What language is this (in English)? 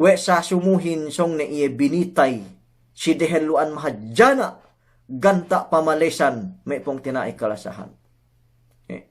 Yakan